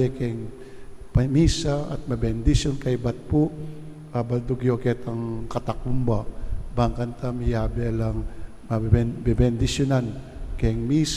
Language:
Pampanga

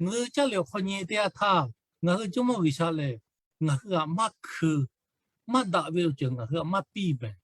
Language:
Lahu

